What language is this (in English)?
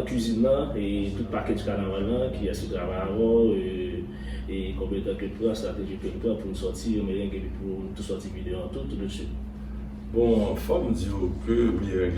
Haitian Creole